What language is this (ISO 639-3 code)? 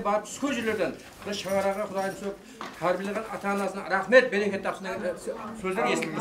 kaa